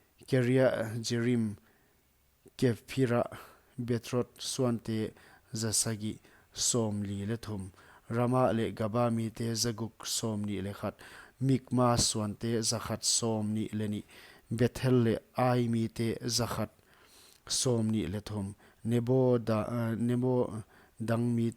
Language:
Paite Chin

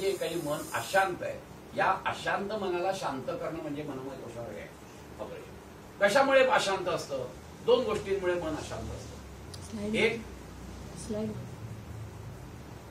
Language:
Marathi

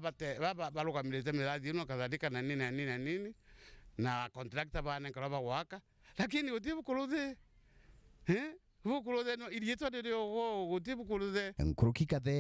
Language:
Meru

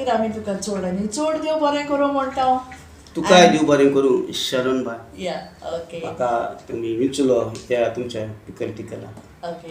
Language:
Konkani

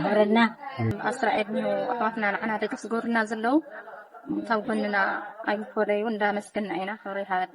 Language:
Tigrinya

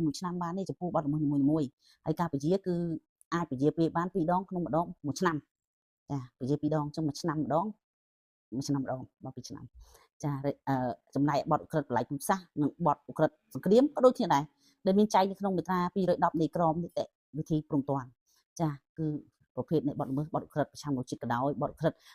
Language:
Khmer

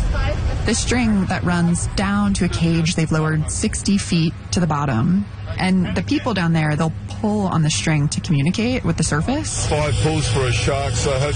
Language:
English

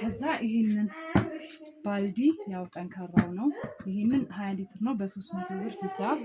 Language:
Amharic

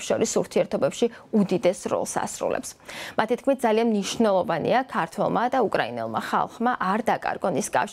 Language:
Georgian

